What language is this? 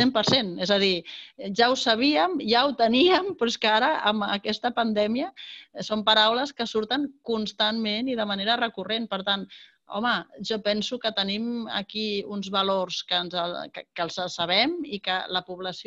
Catalan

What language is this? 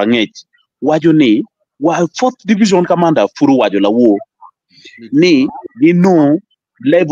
Acoli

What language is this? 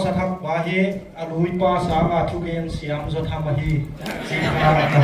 Paite Chin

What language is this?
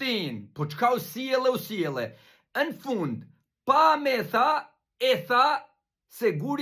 Albanian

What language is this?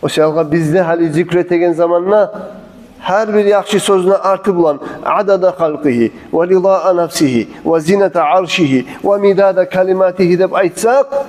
Kumyk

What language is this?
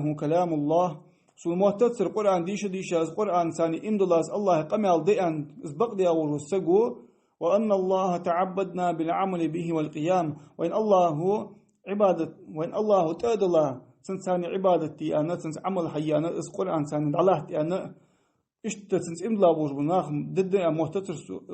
Ingush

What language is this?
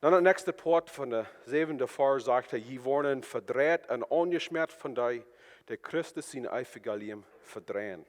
Plautdietsch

